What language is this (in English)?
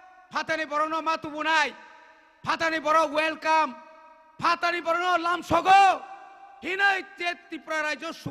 Kok Borok